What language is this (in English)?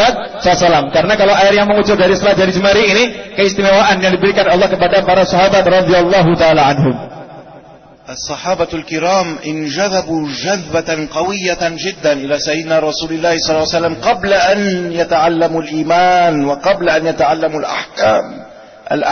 Indonesian